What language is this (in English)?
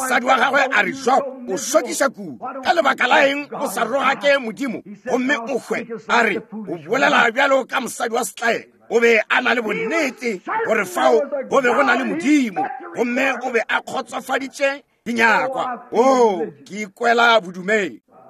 Northern Sotho